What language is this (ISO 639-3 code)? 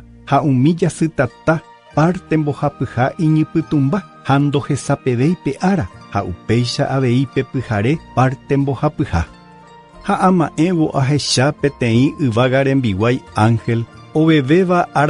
grn